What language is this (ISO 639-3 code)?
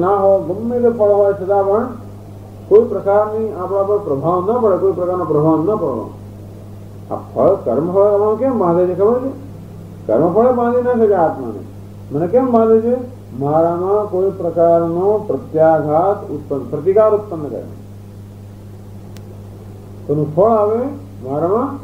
guj